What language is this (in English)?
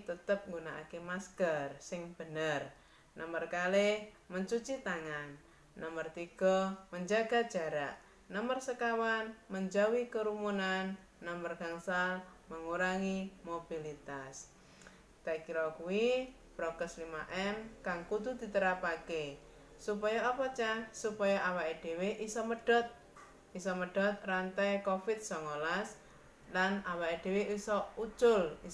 Javanese